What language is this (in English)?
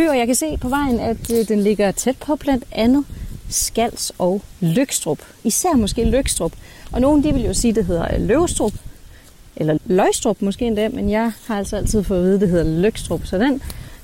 Danish